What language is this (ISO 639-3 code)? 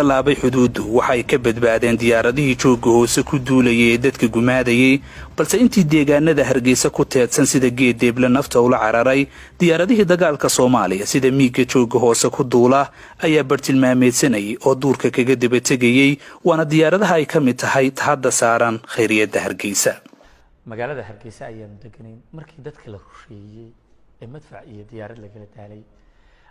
som